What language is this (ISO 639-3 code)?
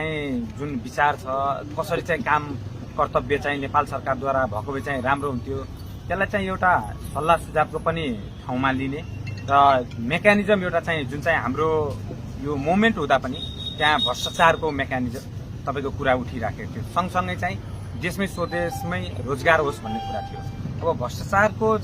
nep